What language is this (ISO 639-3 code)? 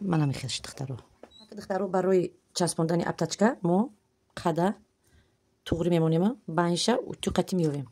tgk